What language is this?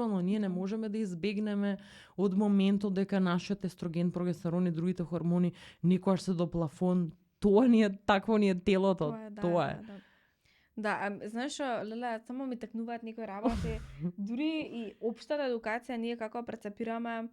Macedonian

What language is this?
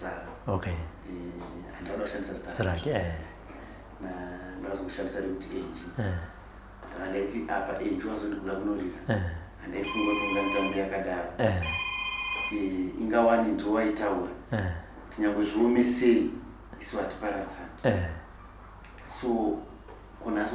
Shona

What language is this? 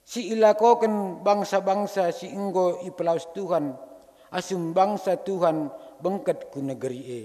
Batak Karo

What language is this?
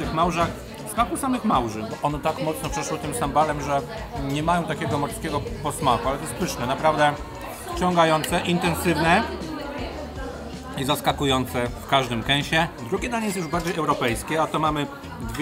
Polish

